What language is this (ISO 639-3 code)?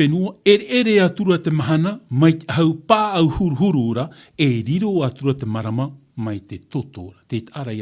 tah